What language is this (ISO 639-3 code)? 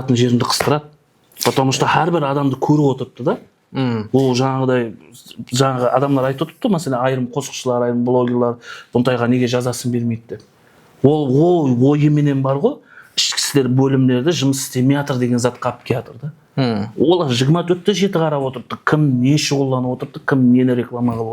kaa